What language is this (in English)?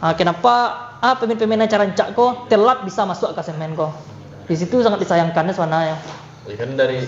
Minangkabau